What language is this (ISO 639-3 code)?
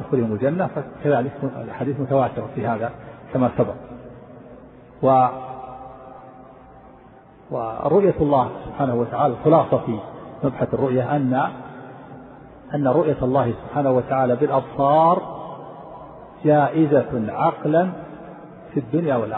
ara